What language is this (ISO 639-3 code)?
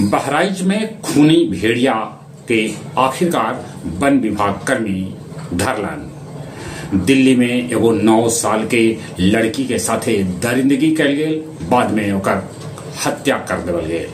mag